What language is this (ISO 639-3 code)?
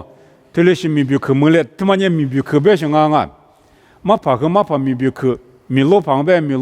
lis